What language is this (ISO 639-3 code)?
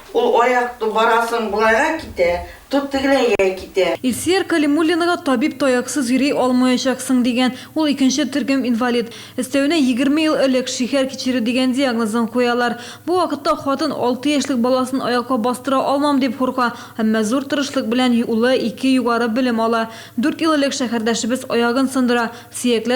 tat